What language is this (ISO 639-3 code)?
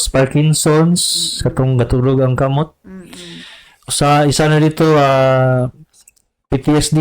ceb